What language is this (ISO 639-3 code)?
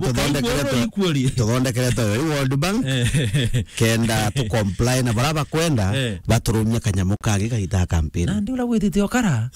mer